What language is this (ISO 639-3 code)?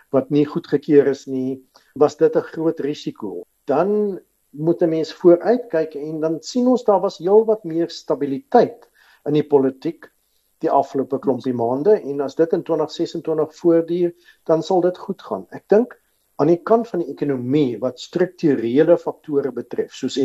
afr